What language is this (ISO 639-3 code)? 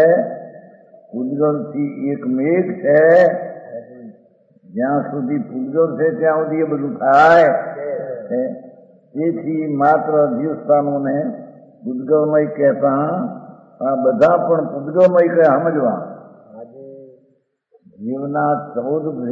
guj